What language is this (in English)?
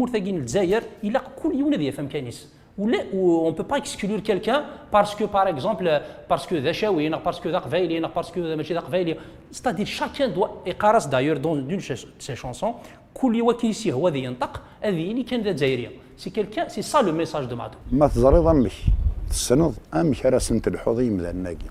Kabyle